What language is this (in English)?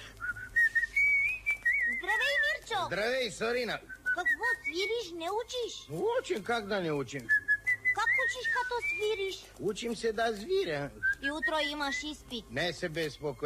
Bulgarian